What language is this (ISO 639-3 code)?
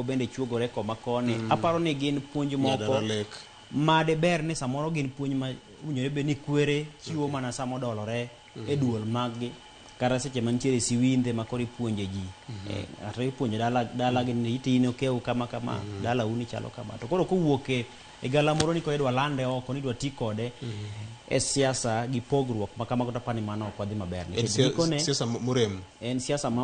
luo